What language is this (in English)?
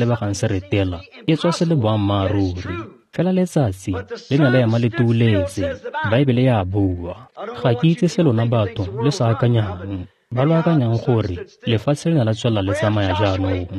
Tswana